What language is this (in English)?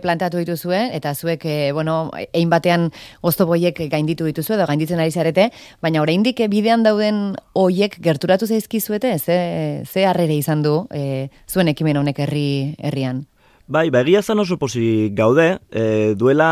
Basque